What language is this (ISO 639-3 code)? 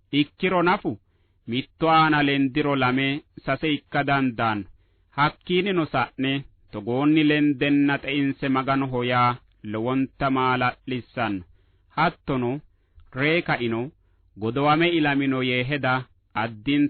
sid